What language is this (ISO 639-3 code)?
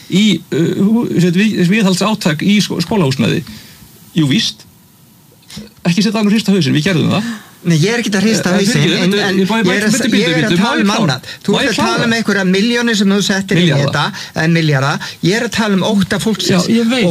isl